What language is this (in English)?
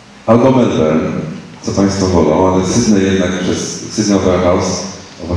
Polish